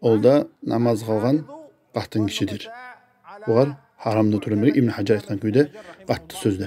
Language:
Kumyk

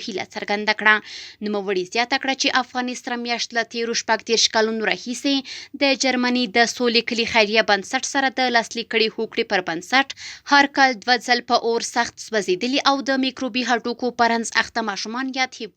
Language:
Pashto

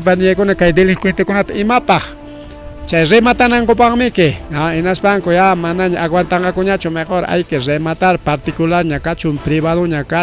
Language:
Ayacucho Quechua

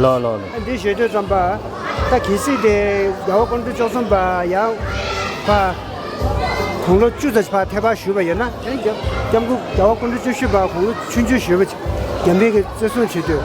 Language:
Tibetan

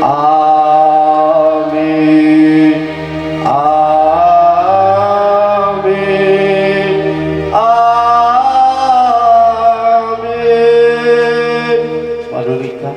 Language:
Nias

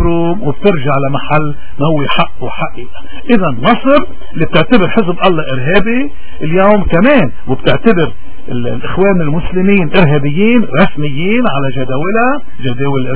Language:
North Levantine Arabic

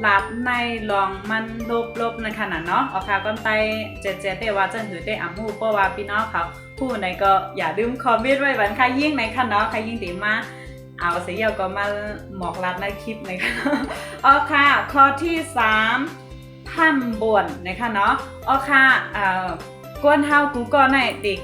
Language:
Shan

